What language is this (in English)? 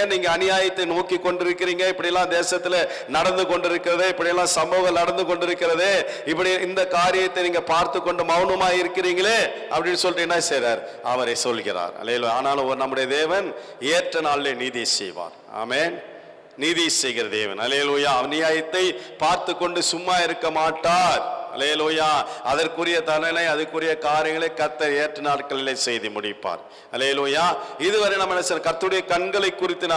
Tamil